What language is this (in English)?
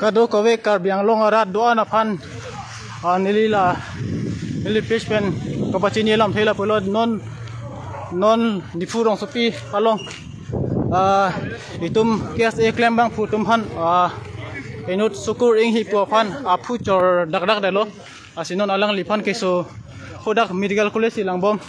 Karbi